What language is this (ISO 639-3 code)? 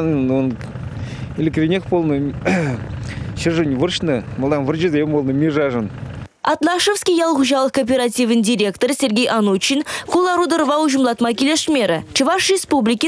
chv